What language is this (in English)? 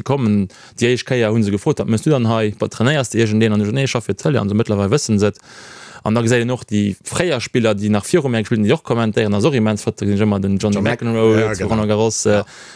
Luxembourgish